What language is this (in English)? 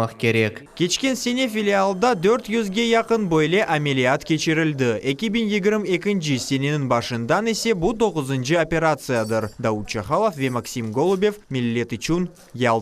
Crimean Tatar